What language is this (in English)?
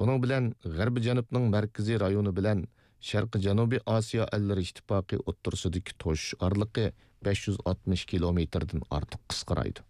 Uyghur